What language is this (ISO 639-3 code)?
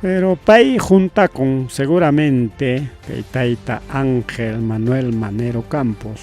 quy